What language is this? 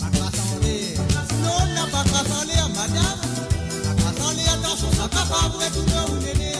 Morisyen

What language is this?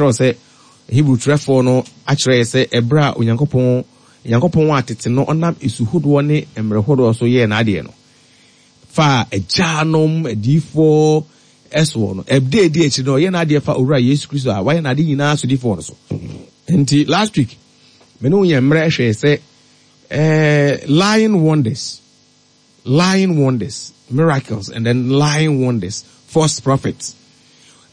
Akan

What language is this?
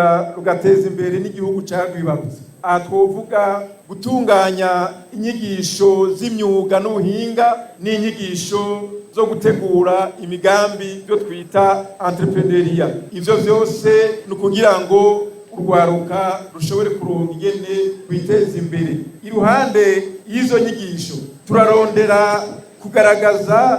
Rundi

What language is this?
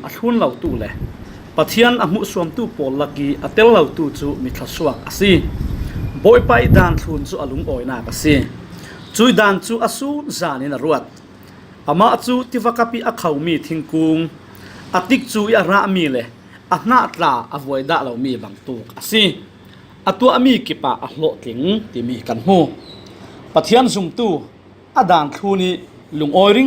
Falam Chin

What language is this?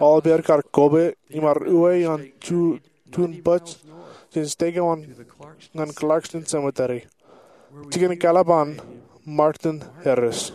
Marshallese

